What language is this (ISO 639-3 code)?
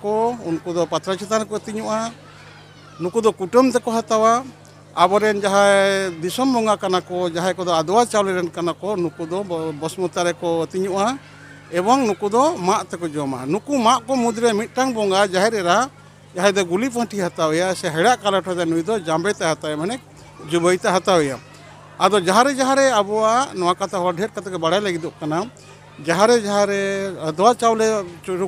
sat